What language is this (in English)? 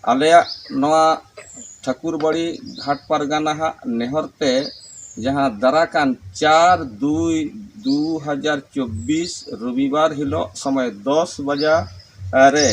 Santali